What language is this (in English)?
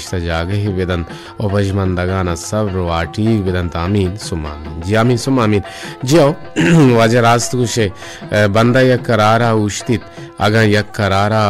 Baluchi